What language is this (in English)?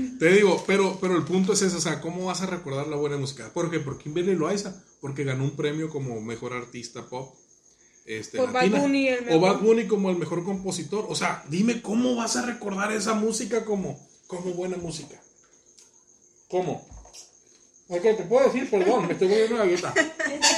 Spanish